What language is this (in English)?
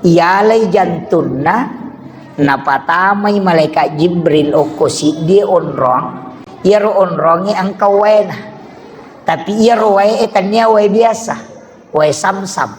Buginese